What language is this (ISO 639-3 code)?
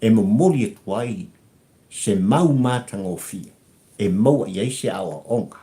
smo